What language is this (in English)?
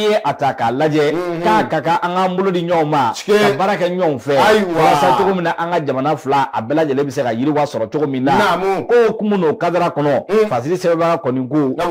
Bambara